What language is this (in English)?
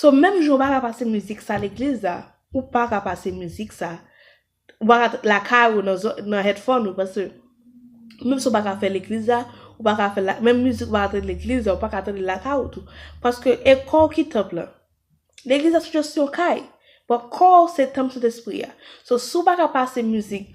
Haitian Creole